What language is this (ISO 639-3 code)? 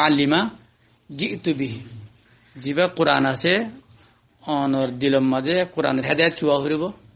rhg